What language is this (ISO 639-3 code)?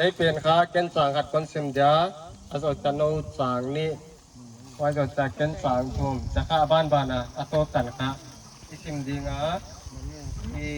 pck